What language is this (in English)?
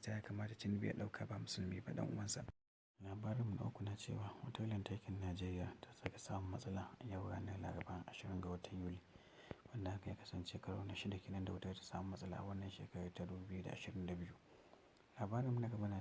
Hausa